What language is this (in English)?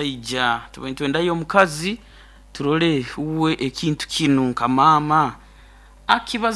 Nyoro